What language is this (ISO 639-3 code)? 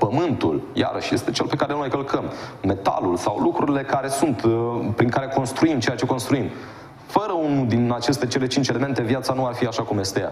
ron